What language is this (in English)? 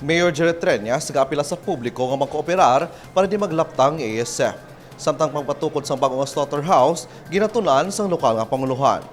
Hiligaynon